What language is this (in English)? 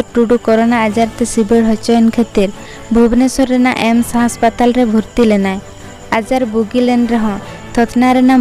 Santali